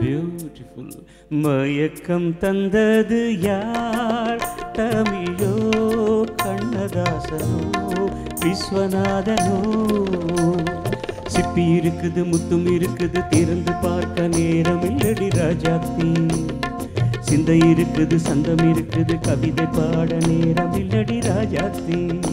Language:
Tamil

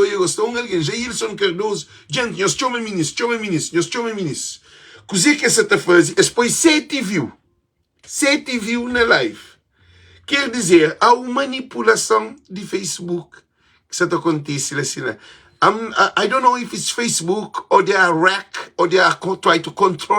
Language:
Kabuverdianu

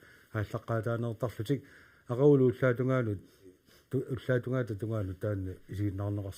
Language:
Kalaallisut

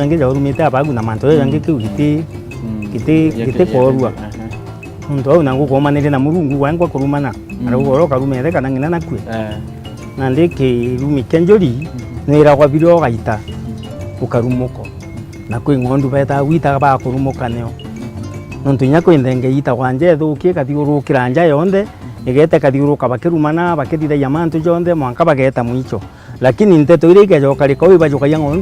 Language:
Meru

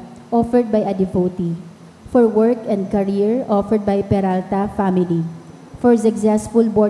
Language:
Bikol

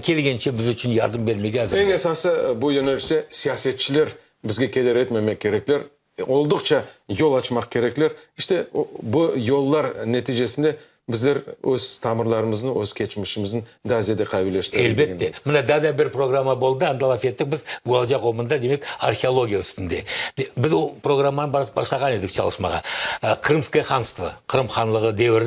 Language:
Crimean Tatar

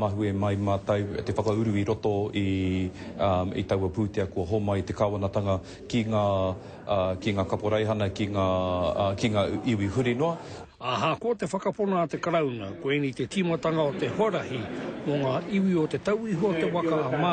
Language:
Māori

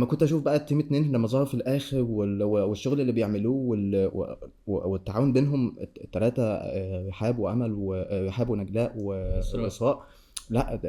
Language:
Egyptian Arabic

